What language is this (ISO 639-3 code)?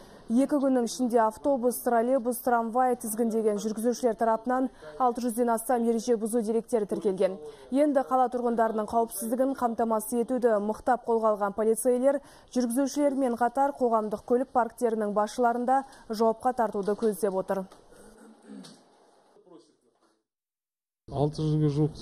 kaz